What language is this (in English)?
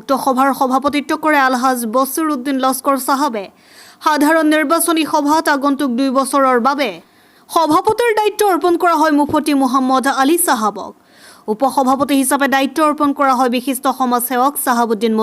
Assamese